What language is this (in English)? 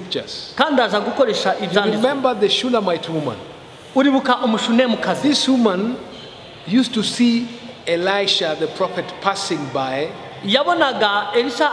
Kinyarwanda